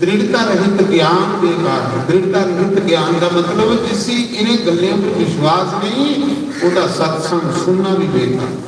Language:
Dogri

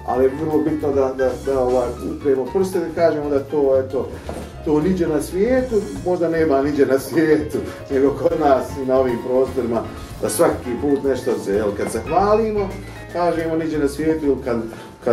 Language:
Bosnian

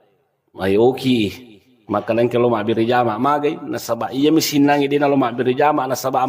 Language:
Buginese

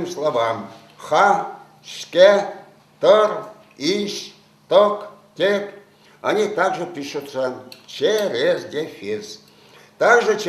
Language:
Chuvash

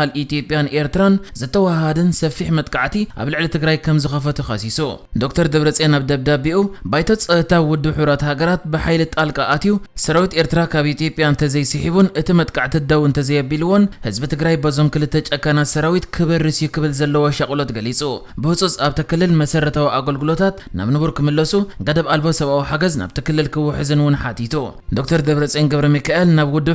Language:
Tigrinya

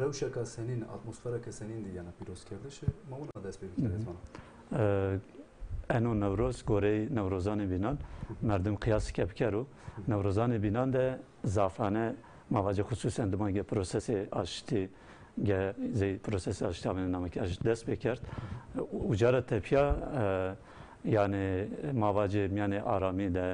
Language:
Zaza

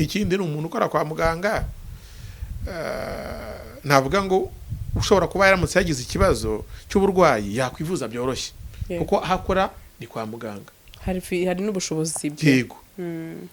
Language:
Kinyarwanda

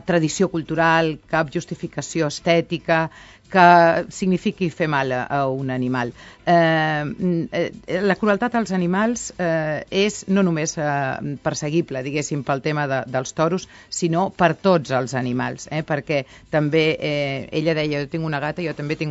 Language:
Catalan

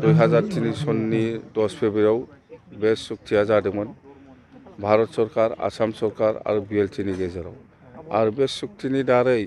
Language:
Bodo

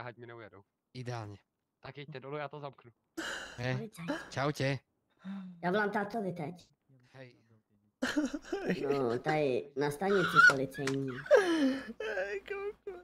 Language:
Czech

